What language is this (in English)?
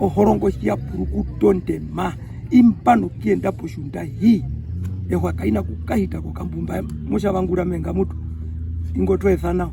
Herero